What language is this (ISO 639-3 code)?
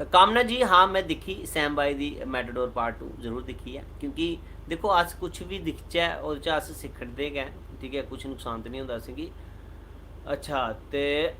doi